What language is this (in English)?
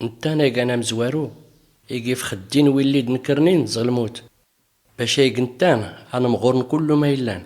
Tachelhit